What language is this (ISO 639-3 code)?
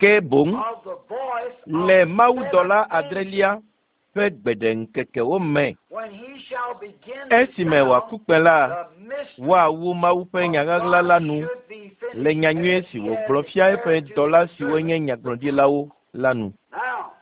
ewe